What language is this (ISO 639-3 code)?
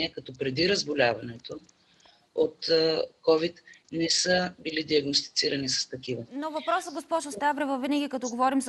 bul